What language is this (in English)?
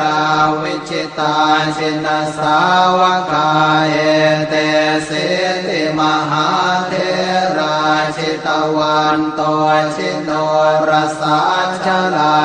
Pali